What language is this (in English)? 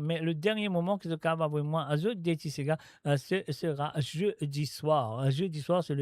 Morisyen